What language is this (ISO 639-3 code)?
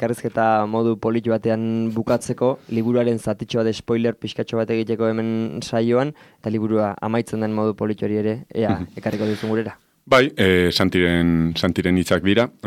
eus